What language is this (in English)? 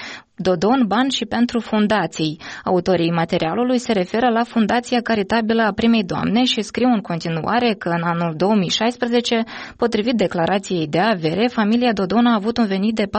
Romanian